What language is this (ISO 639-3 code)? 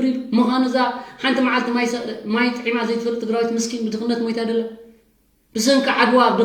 tir